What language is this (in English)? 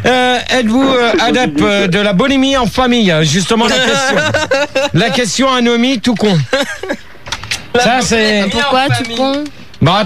French